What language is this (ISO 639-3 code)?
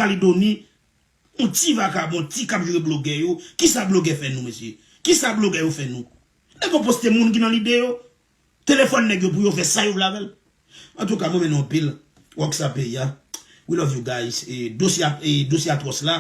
hat